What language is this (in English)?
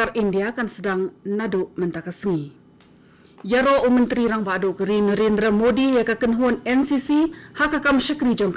Khasi